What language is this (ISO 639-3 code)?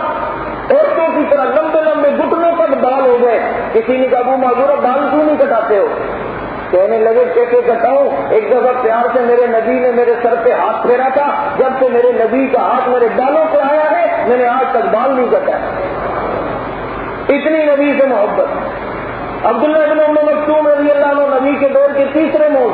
urd